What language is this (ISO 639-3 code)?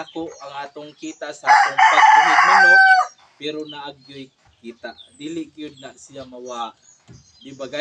ceb